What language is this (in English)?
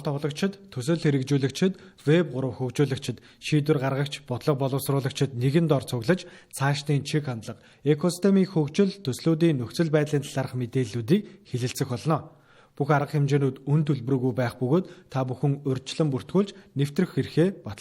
Mongolian